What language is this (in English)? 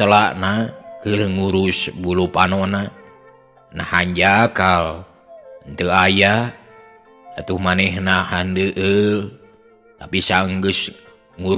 Sundanese